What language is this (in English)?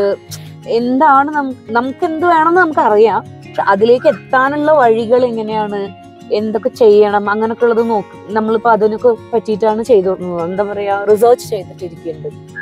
Malayalam